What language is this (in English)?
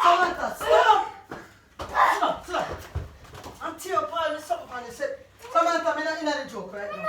Jamaican Creole English